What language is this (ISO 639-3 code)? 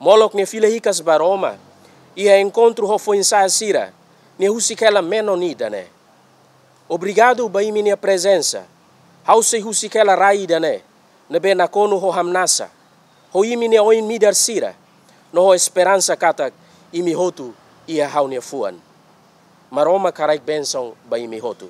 tet